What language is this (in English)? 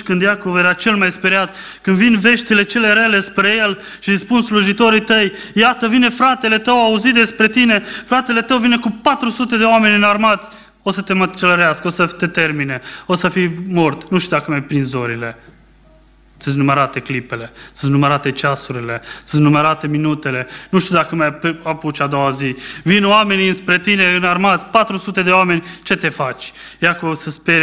Romanian